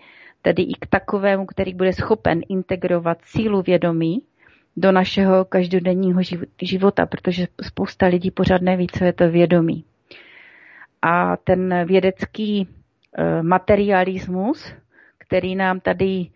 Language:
Czech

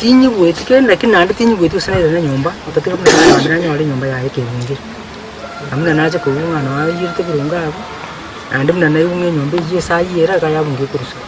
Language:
Gusii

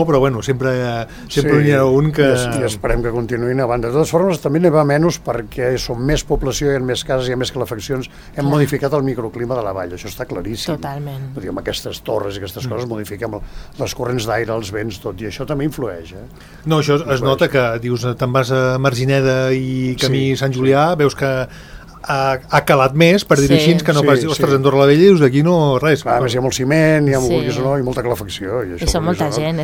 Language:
Catalan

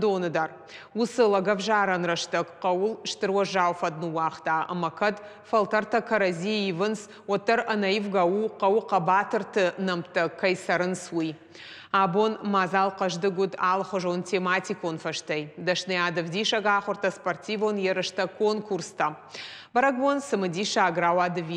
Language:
Ossetic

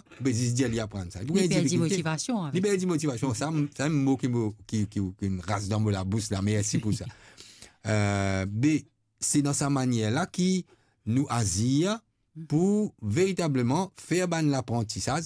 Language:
Morisyen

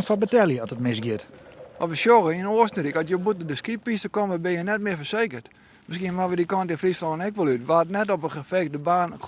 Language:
Western Frisian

